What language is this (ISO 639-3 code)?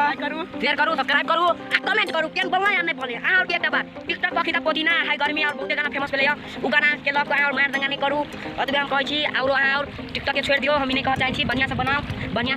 mai